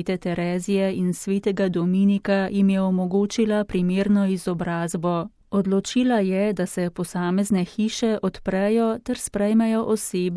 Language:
Slovenian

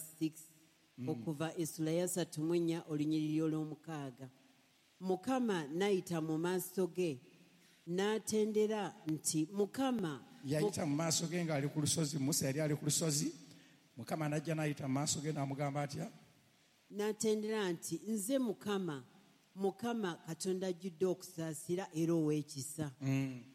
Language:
Ganda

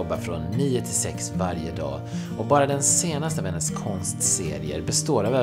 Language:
Swedish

